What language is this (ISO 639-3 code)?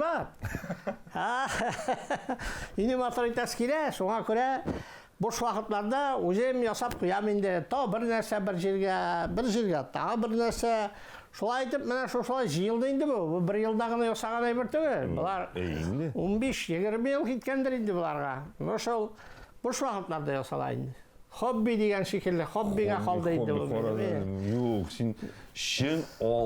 tat